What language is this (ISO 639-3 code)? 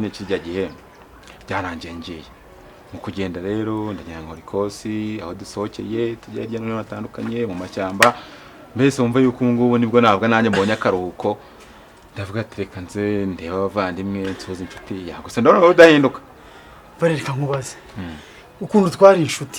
kin